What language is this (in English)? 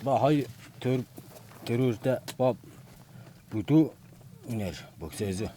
Tuvinian